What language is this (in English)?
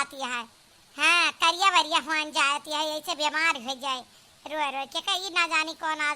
Awadhi